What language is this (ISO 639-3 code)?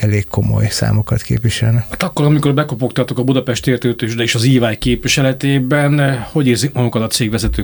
hun